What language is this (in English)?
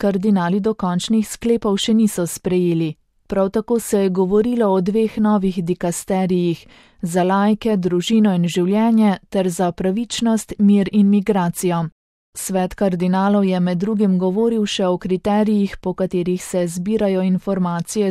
Slovenian